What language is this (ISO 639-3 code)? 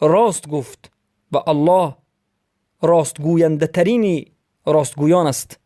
fas